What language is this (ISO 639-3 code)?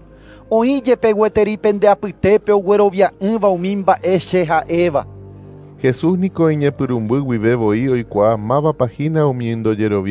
grn